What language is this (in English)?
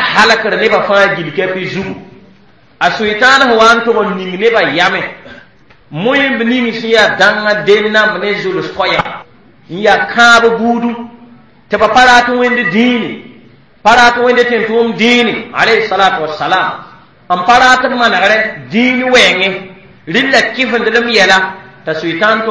Mossi